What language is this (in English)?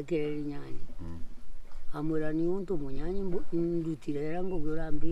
Meru